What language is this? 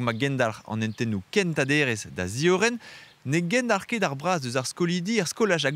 Breton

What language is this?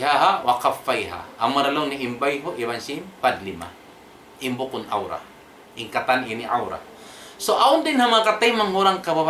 Tausug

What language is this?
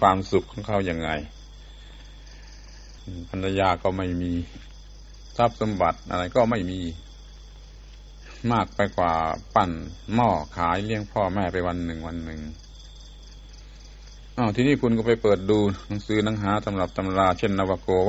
Thai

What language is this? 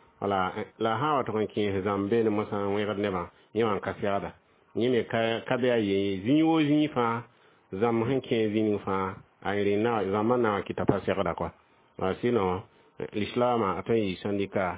Mossi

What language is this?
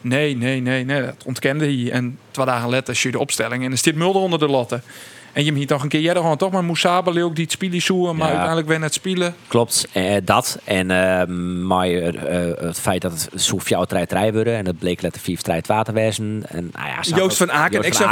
Western Frisian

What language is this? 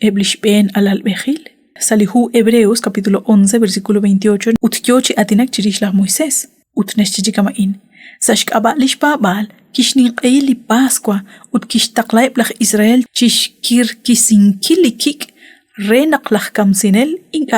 Kekchí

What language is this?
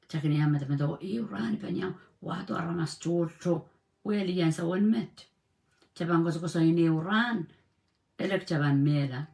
Pohnpeian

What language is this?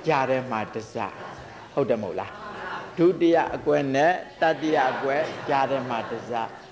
Burmese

